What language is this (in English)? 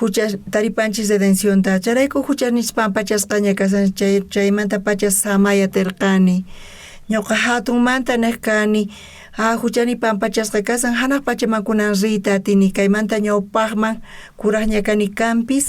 South Bolivian Quechua